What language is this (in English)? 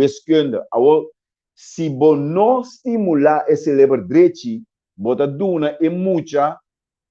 Papiamento